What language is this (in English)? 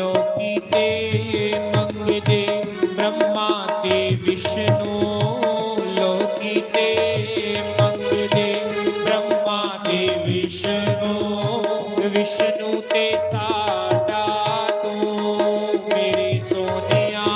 Dogri